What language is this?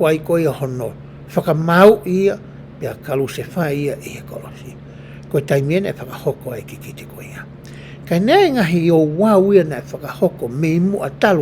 Tongan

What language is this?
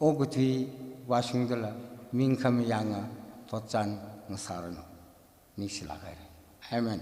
Tangkhul Naga (India)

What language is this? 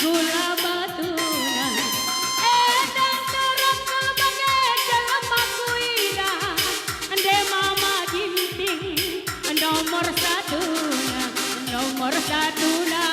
Batak Karo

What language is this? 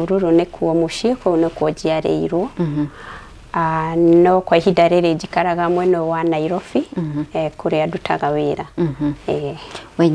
Kikuyu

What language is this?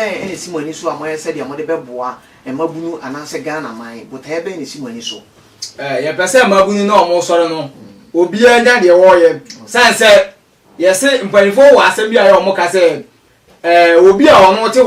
Akan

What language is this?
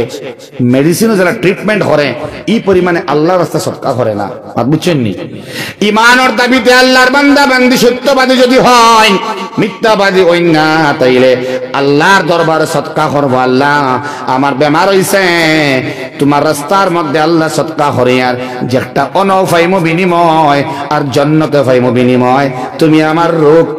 Sylheti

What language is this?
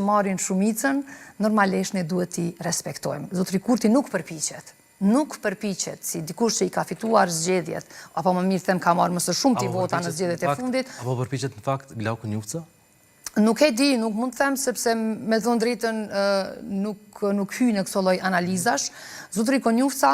Albanian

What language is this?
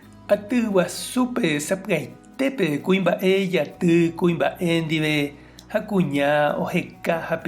Guarani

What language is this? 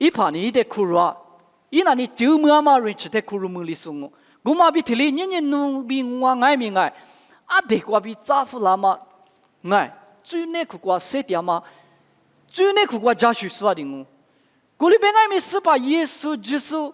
Lisu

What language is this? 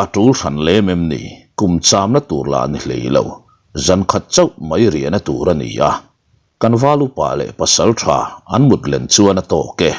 Mizo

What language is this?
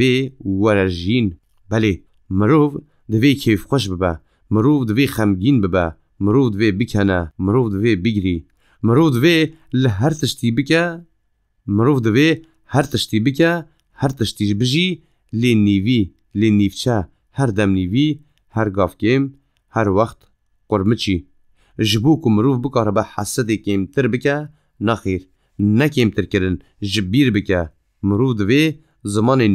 Kurdish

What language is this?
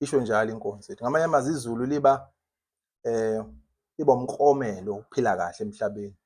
Zulu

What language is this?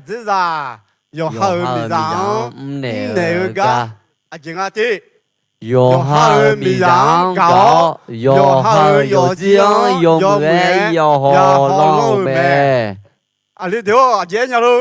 Akha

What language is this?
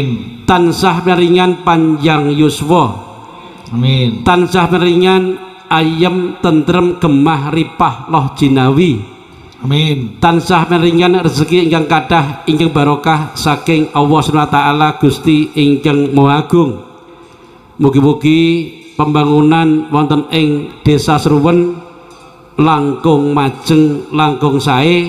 Javanese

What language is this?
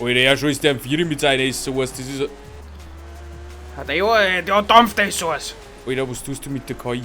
Bavarian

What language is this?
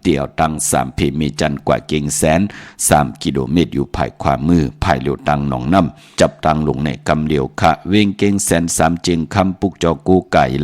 Shan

